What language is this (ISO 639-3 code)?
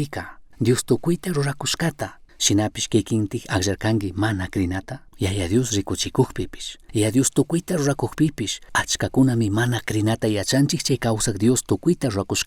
qug